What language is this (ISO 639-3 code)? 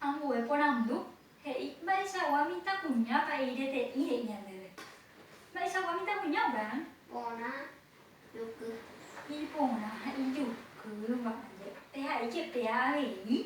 grn